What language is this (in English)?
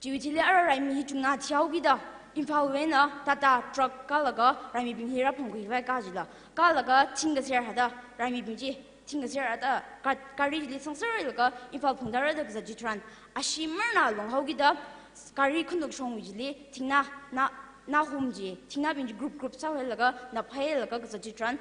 Tangkhul Naga (India)